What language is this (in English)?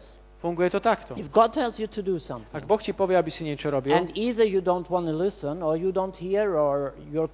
Slovak